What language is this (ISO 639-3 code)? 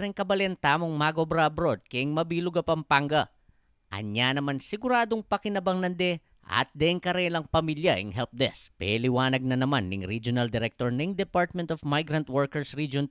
pam